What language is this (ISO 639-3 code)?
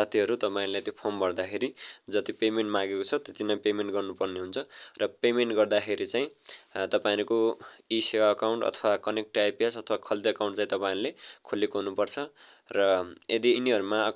nep